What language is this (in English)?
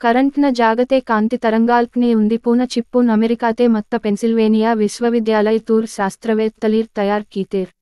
Gondi